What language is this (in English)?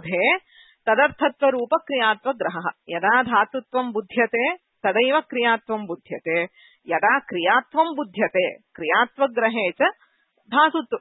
Sanskrit